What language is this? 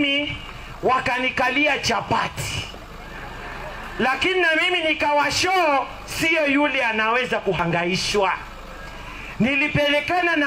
Swahili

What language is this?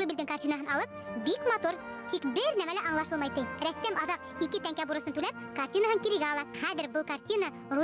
Bashkir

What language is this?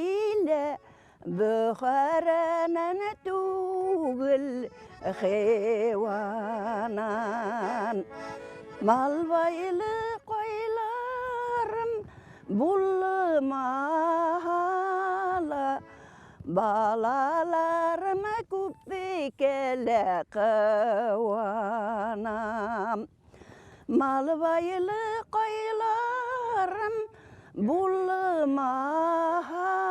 Bashkir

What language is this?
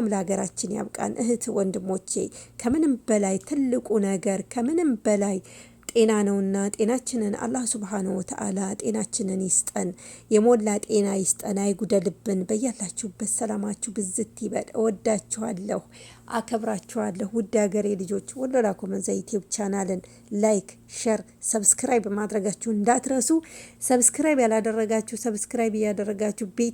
Amharic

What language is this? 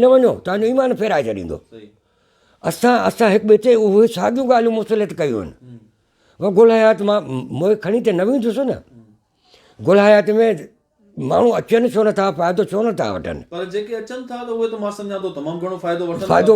Sindhi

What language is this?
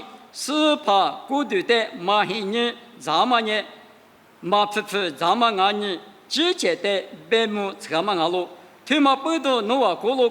Lisu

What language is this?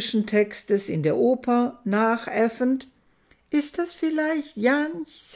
German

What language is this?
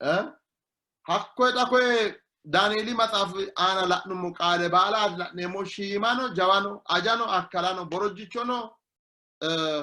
Sidamo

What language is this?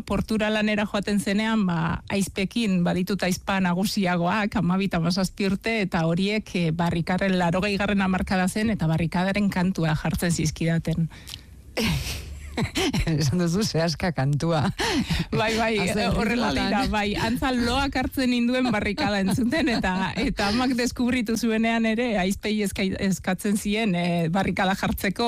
Basque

